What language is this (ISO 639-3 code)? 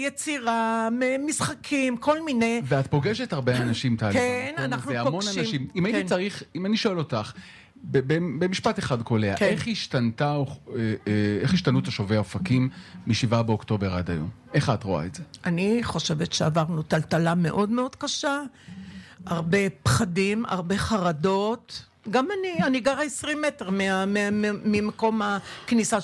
heb